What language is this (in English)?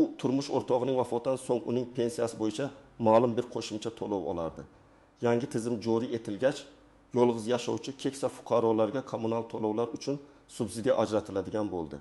Uzbek